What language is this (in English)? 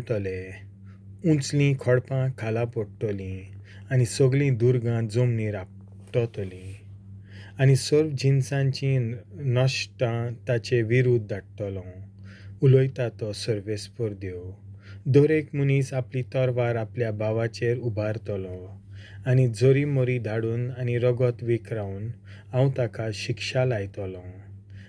Konkani